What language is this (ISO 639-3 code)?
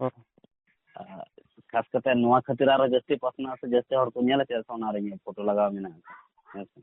sat